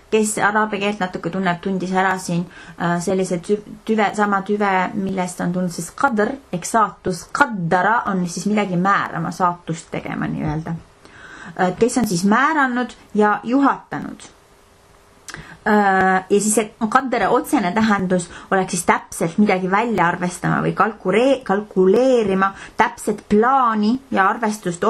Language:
Estonian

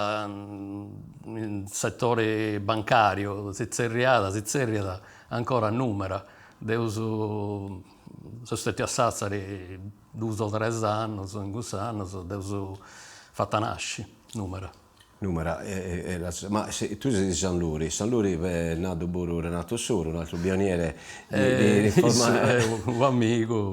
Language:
Sardinian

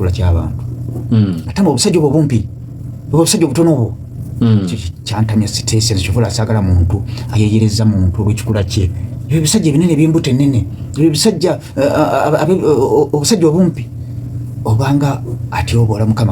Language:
Ganda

